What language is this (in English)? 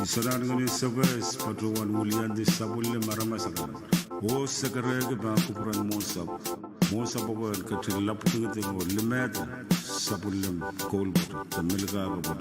Pohnpeian